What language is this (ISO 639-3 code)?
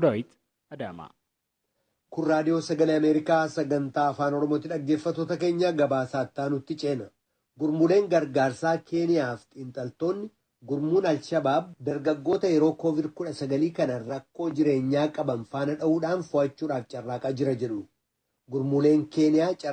orm